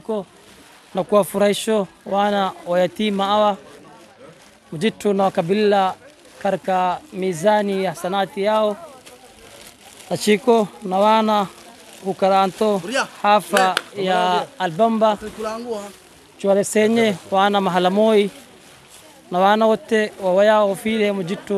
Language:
Swahili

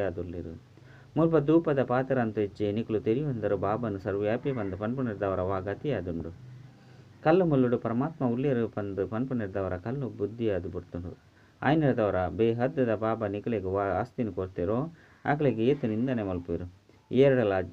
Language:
Tulu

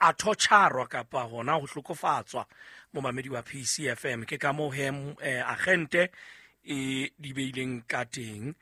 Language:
Southern Sotho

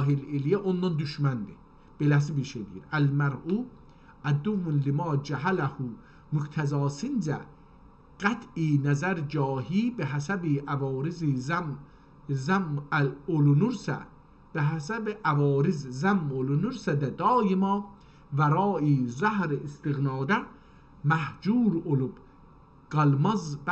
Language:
South Azerbaijani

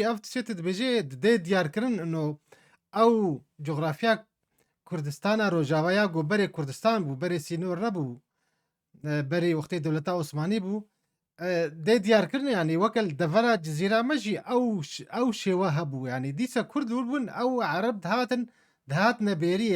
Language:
Kurdish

